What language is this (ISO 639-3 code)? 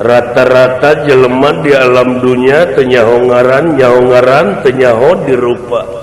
sun